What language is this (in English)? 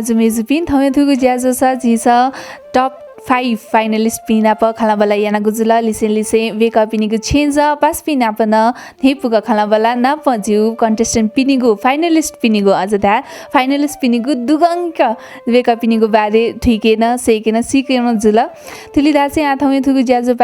Newari